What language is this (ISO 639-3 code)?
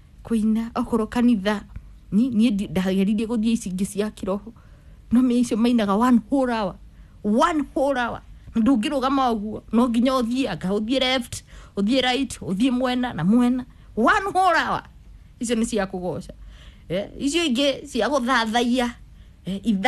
kik